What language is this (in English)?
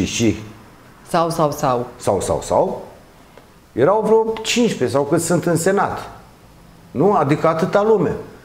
Romanian